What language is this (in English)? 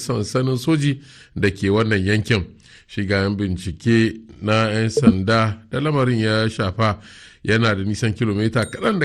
Hausa